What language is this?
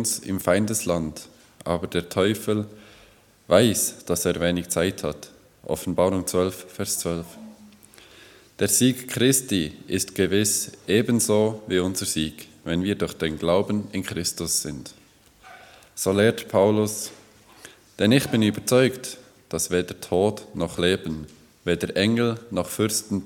German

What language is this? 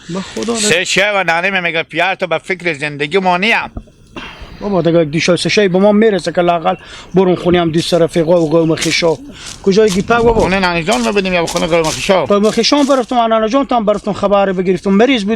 Hazaragi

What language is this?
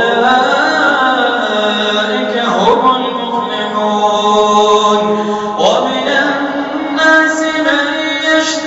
Arabic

